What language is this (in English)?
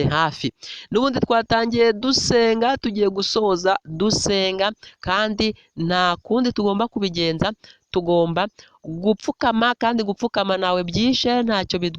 Kinyarwanda